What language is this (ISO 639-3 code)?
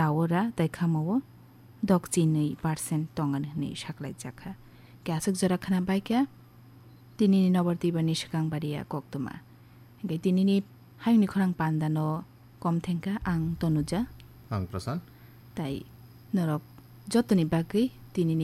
trp